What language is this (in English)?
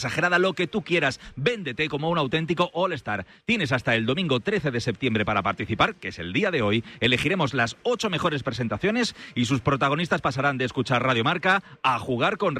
Spanish